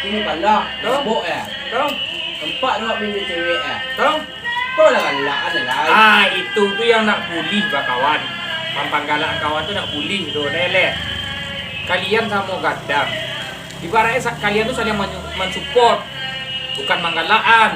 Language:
Minangkabau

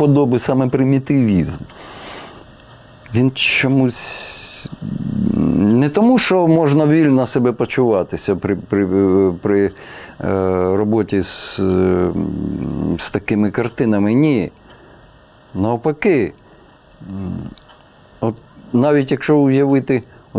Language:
Ukrainian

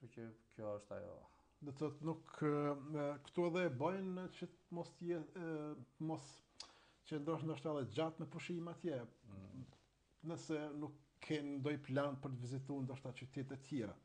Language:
Albanian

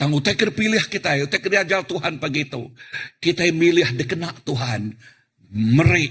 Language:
Iban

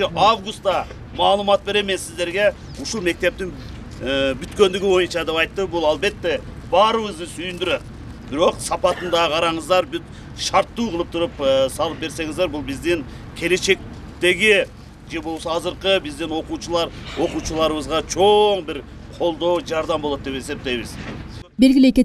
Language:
Kyrgyz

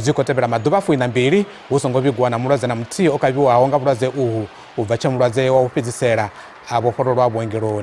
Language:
Venda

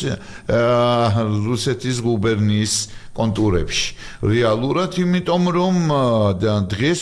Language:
Georgian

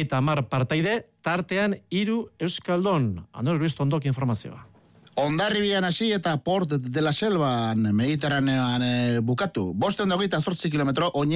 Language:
Basque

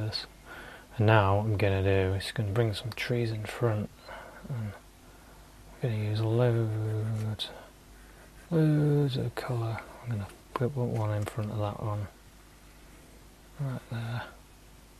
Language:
English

